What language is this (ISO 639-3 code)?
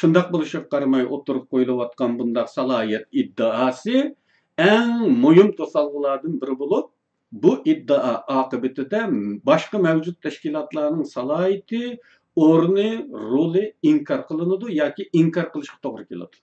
uig